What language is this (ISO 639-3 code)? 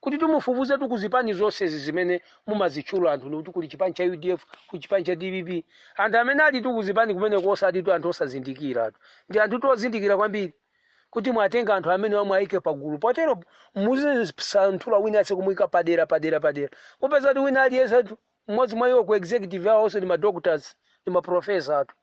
nya